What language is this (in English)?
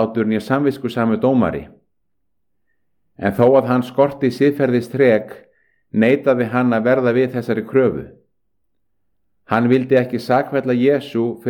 Icelandic